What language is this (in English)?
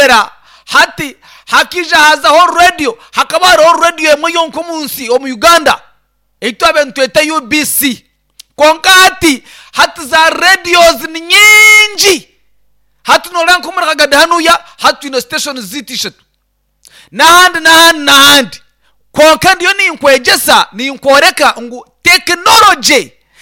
Nyankole